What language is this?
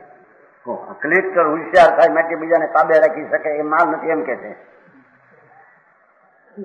Gujarati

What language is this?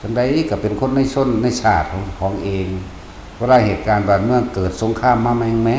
Northeastern Thai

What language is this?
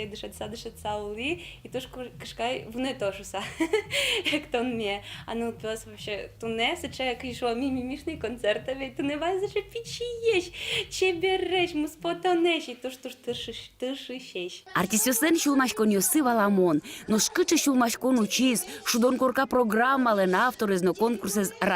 Udmurt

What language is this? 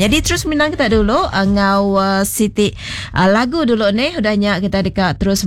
Iban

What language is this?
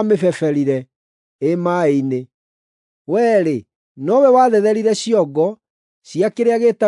Kikuyu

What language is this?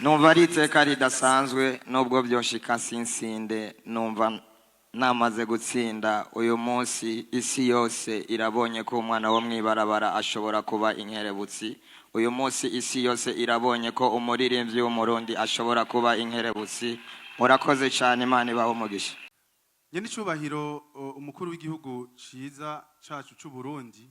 Rundi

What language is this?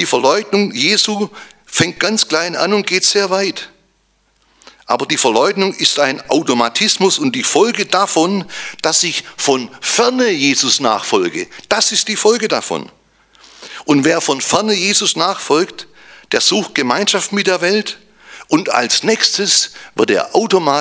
German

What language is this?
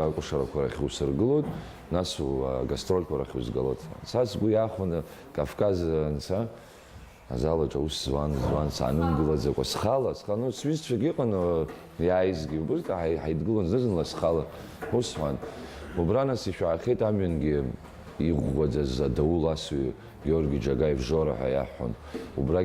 Abkhazian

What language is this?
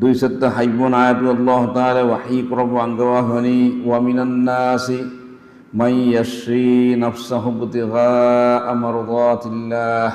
Divehi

